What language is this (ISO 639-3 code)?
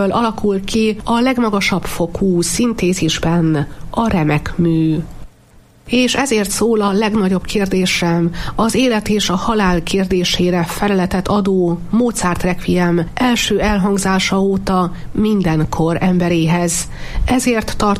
hun